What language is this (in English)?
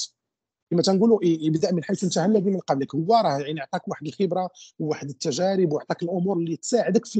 Moroccan Arabic